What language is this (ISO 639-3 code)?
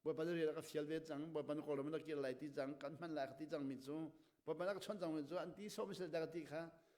cnh